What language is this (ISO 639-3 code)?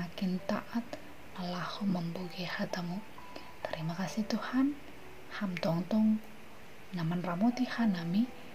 bts